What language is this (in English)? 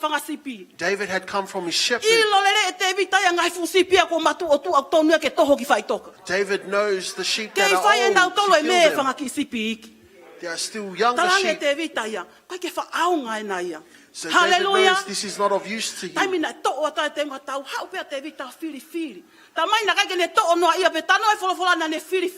Tongan